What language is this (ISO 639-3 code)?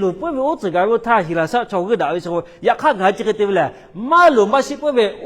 lhu